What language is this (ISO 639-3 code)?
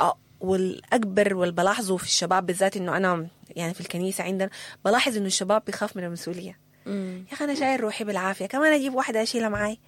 apd